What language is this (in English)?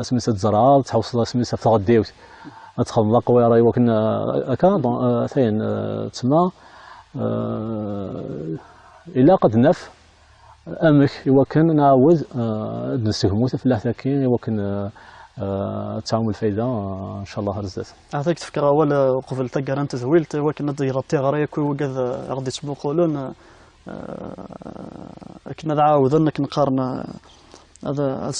Kabyle